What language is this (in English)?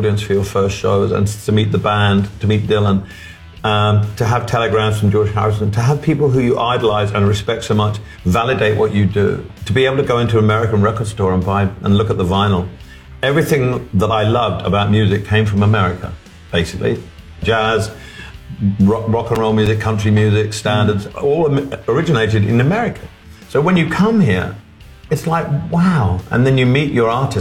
English